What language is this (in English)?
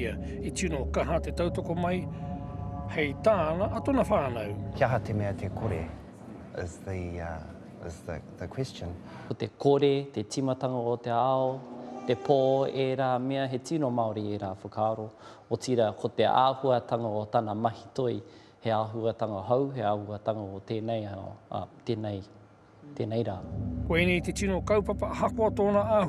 Māori